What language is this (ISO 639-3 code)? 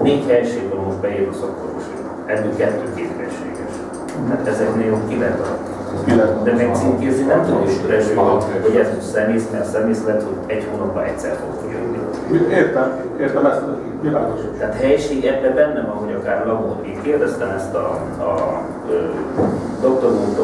hun